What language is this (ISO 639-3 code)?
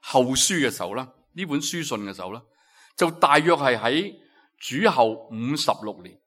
yue